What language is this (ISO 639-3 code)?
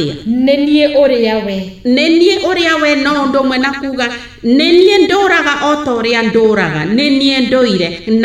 kik